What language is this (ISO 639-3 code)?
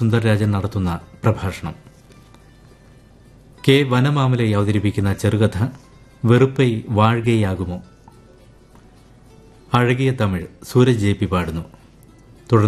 mal